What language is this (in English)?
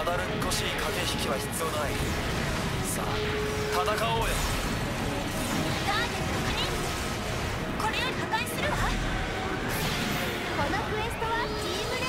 Japanese